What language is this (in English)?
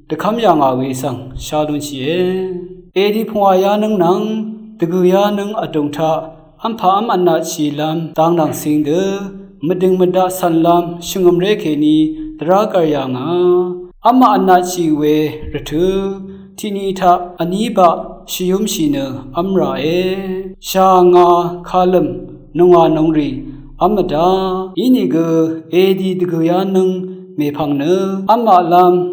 Rawang